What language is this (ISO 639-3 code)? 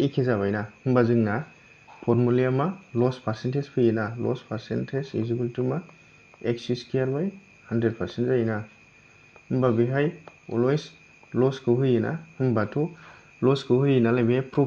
brx